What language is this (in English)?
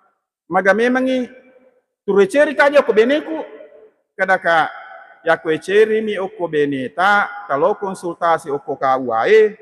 Buginese